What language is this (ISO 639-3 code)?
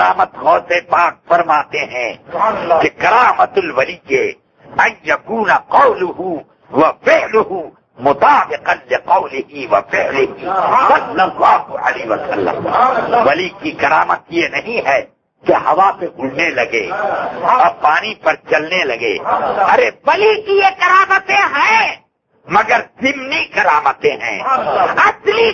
urd